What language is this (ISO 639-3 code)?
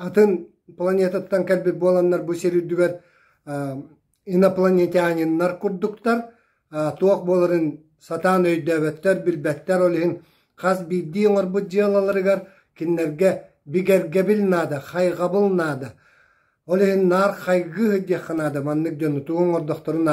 sah